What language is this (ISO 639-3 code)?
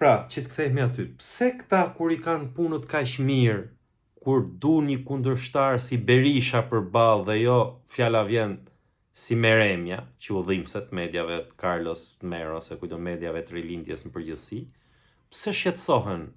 sqi